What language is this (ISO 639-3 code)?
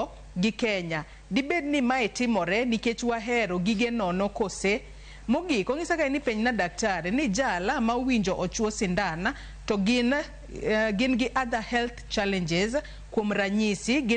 luo